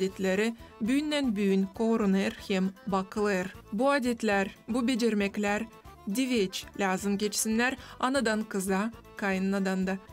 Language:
Gagauz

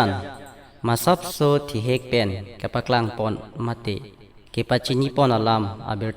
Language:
Karbi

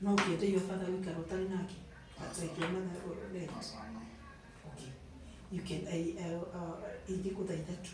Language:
Kikuyu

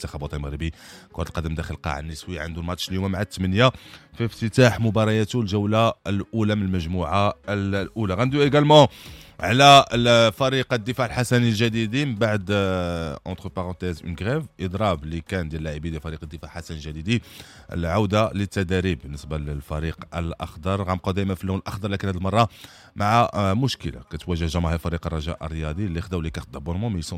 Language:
Moroccan Arabic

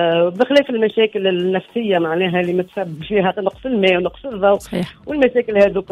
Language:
Tunisian Arabic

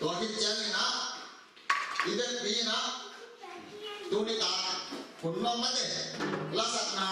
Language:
Tedim Chin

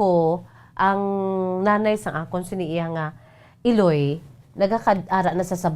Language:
Hiligaynon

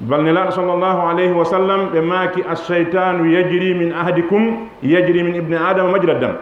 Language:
Fula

